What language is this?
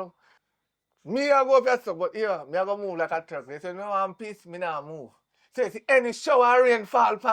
Jamaican Creole English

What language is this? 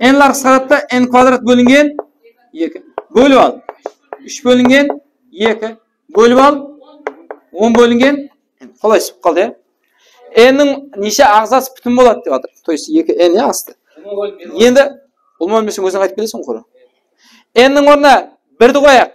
Kara-Kalpak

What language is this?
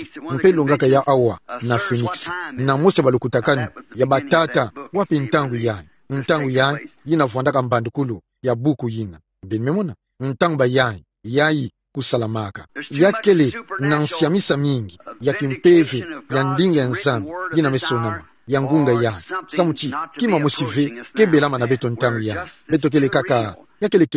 Kituba (Democratic Republic of Congo)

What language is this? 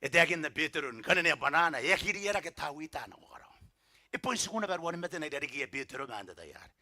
Gilbertese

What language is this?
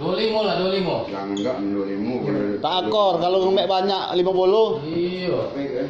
Musi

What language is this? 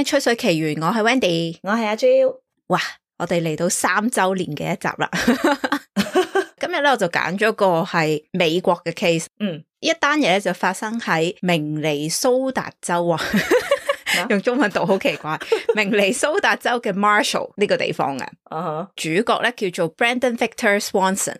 Cantonese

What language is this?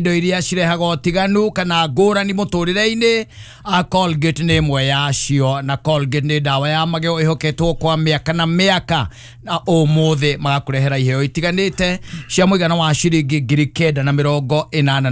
Kikuyu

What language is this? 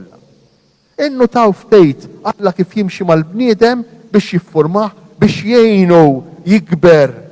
Maltese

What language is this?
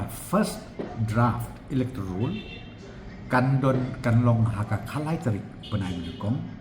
Khasi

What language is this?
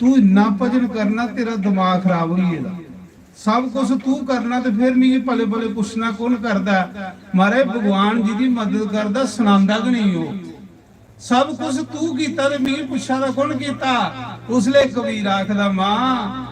Dogri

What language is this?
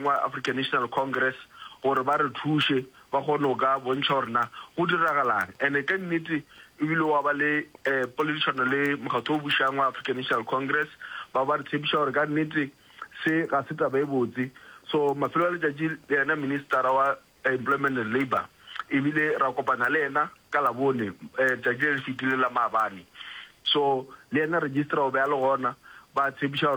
Northern Sotho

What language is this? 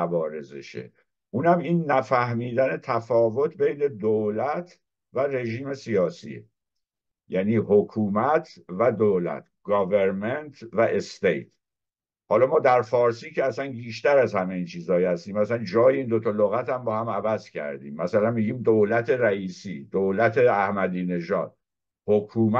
Persian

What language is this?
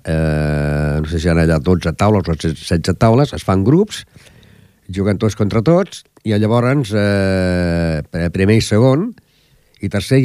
Catalan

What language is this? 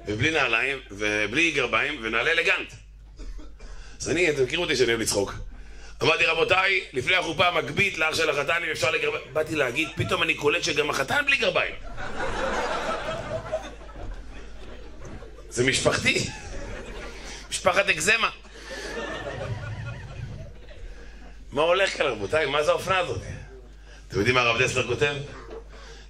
Hebrew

